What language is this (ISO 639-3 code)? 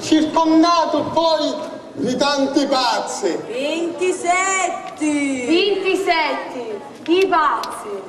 scn